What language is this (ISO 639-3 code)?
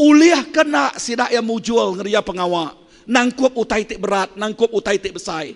iba